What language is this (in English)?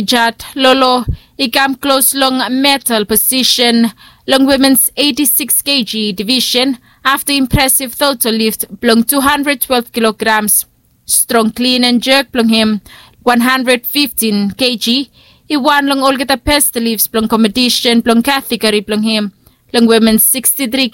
Bislama